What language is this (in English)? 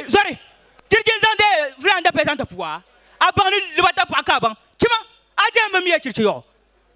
Dagbani